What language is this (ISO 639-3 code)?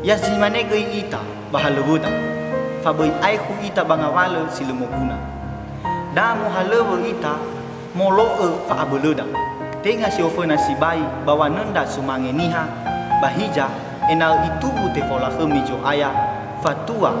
nia